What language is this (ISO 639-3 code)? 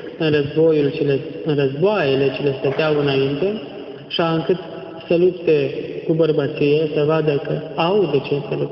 ron